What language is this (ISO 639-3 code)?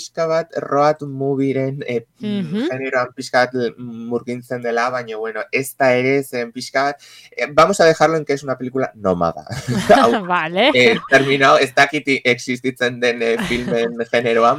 eus